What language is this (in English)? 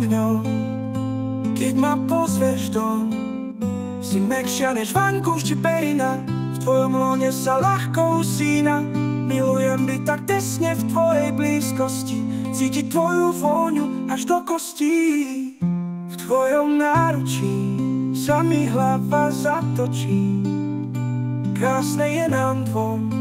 Slovak